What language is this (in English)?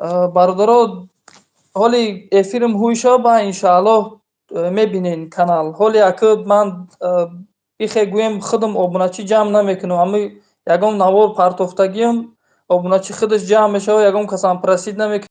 Tajik